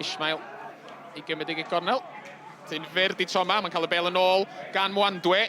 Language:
Welsh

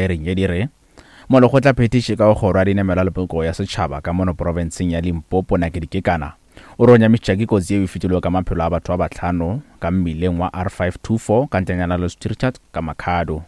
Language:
Northern Sotho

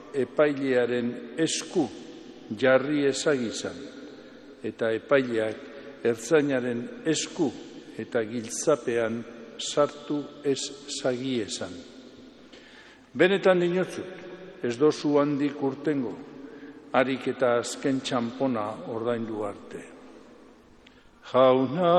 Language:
Basque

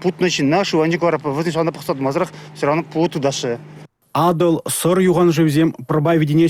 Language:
Chuvash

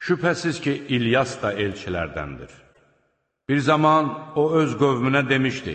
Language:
Azerbaijani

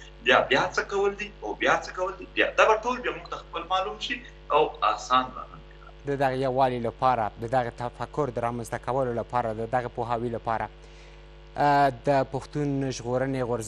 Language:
Pashto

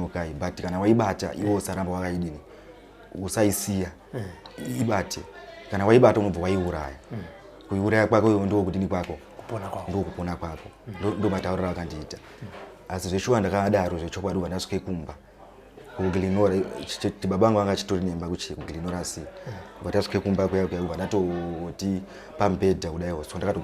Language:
Shona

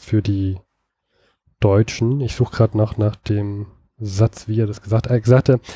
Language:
German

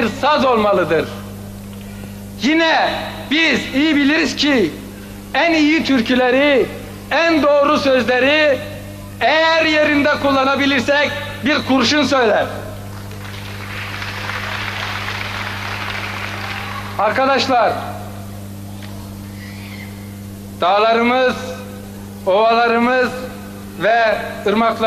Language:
Turkish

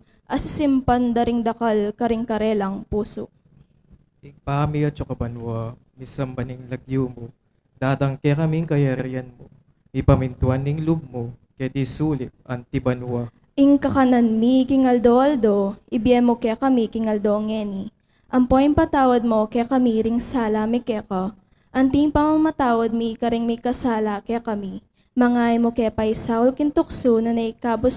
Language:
Pampanga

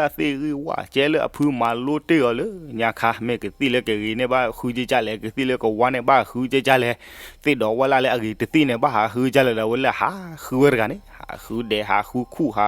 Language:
S'gaw Karen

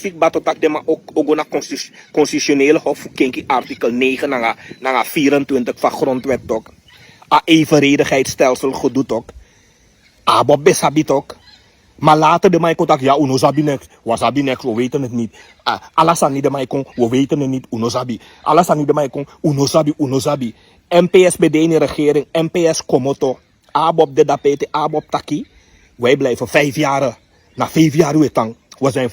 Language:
Sranan Tongo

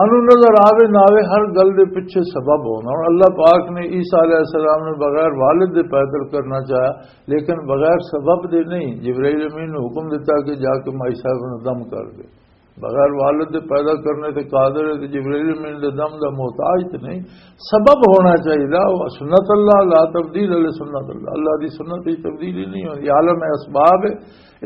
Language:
Western Panjabi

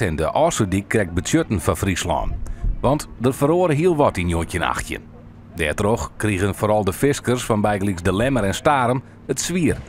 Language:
Western Frisian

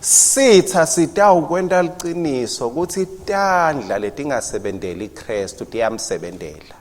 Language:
Swati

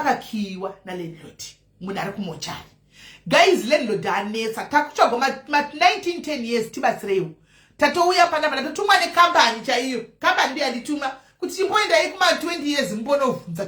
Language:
Shona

